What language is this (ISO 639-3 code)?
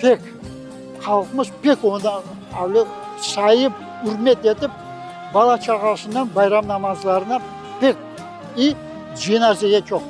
crh